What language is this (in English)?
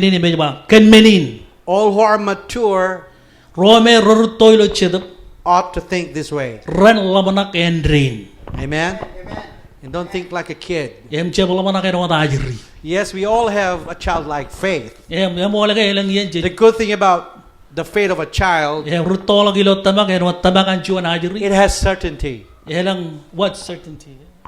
Marshallese